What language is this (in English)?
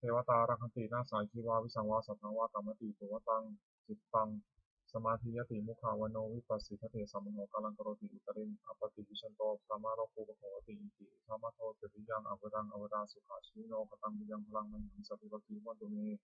Pali